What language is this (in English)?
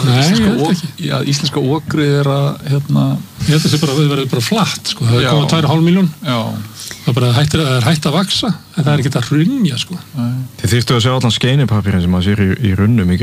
Icelandic